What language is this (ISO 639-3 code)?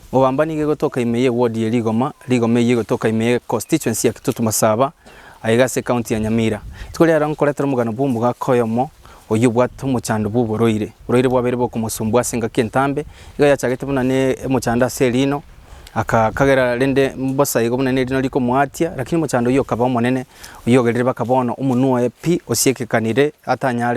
guz